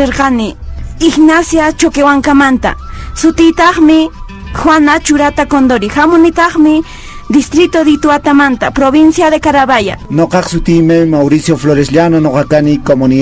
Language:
Quechua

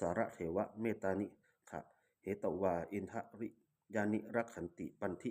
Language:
Pali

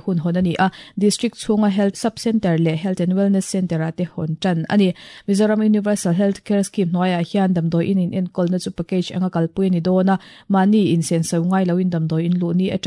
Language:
Mizo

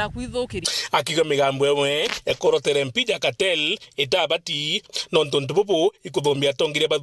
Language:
Meru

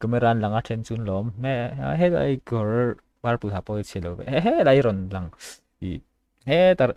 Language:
Mizo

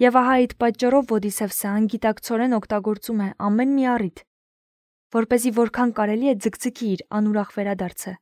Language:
Armenian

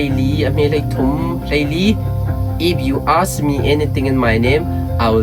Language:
Hakha Chin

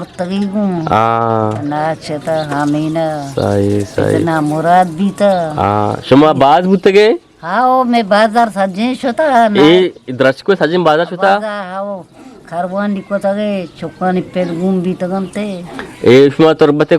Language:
Eastern Balochi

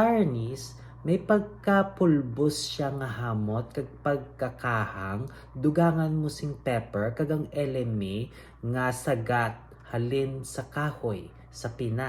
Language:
Hiligaynon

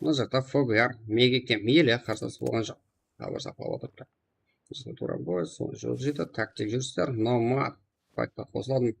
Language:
Kara-Kalpak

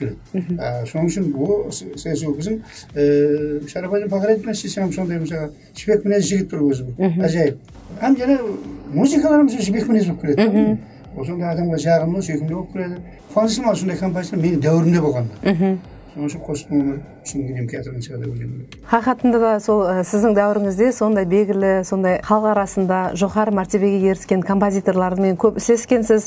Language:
Kara-Kalpak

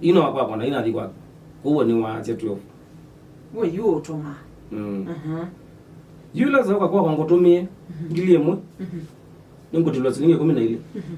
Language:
Kamba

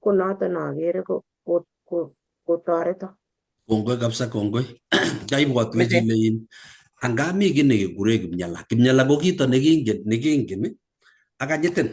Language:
Kalenjin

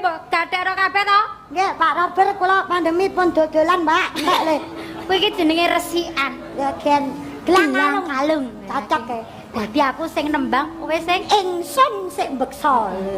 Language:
Javanese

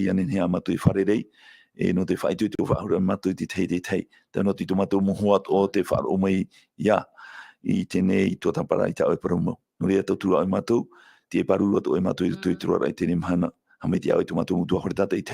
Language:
Tahitian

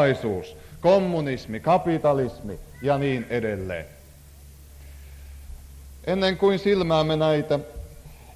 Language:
Finnish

